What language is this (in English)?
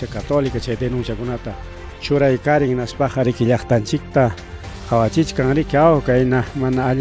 Ayacucho Quechua